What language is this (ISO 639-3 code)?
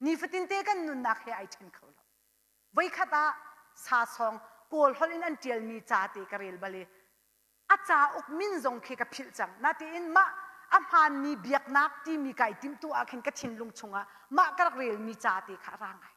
cnh